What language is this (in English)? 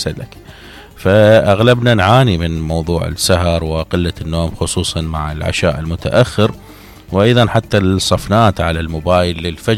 Mesopotamian Arabic